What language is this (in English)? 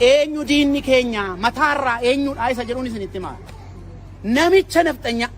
Oromo